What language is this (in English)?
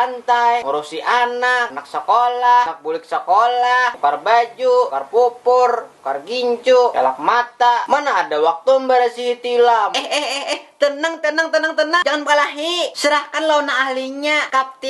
Banjar